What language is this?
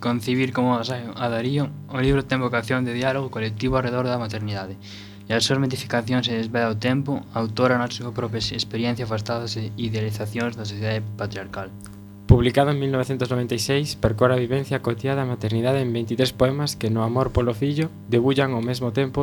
Galician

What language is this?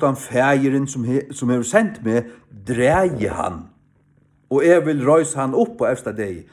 Faroese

